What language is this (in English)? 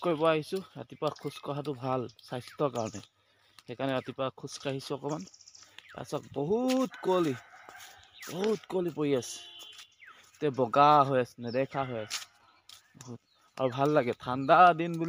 Assamese